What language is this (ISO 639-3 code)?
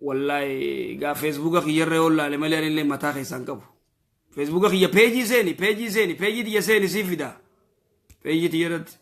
orm